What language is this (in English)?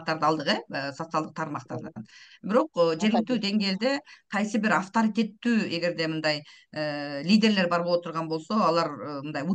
Kyrgyz